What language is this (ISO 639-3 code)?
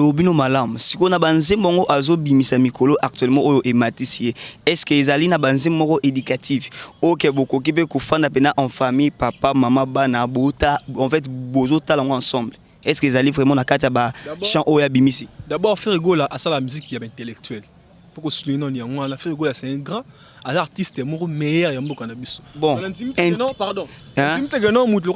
lin